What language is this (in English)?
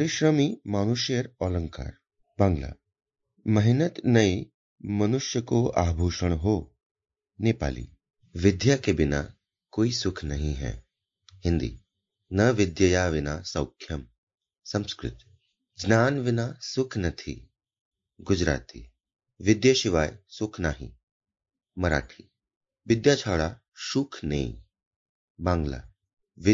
Sanskrit